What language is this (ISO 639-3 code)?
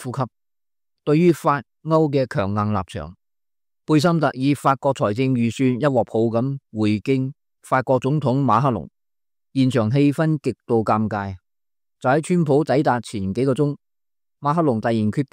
yue